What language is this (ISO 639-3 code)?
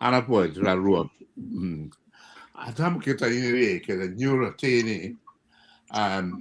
ach